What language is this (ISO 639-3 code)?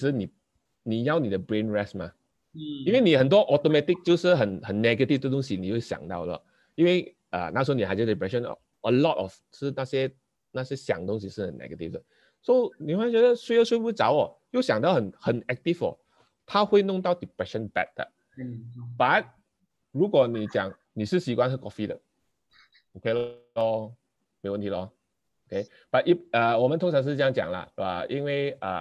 zho